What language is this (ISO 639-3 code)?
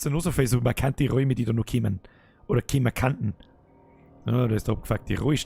bar